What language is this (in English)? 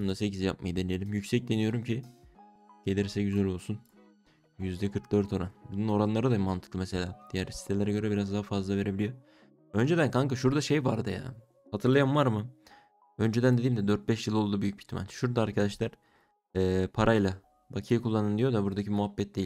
Turkish